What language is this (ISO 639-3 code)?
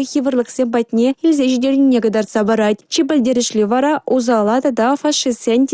chv